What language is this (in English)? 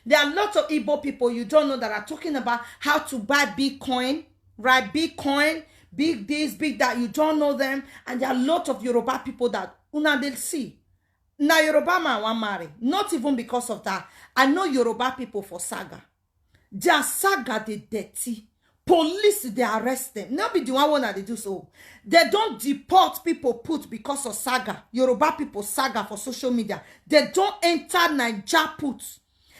Nigerian Pidgin